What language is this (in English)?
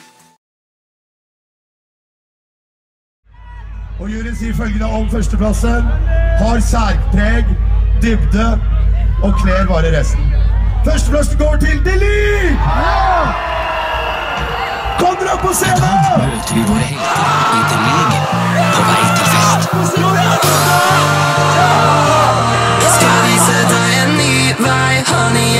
Norwegian